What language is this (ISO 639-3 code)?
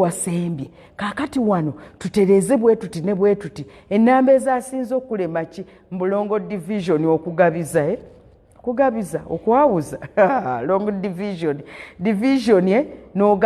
lug